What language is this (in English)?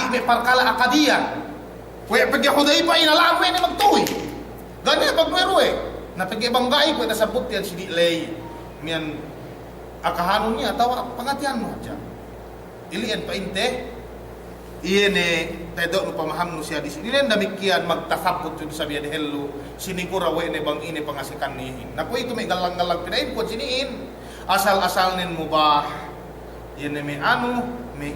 Yakan